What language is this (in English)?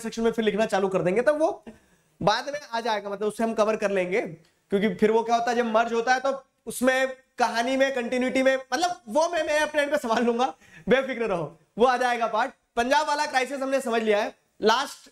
Hindi